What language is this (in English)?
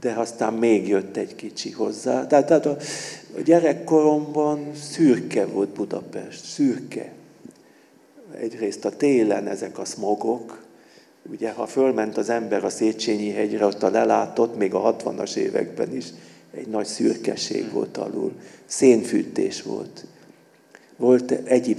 Hungarian